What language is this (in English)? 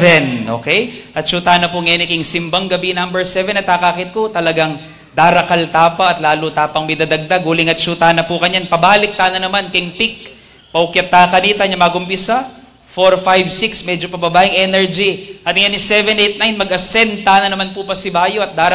Pampanga